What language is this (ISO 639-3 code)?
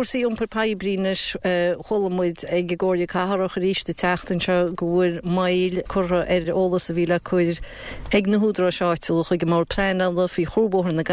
gle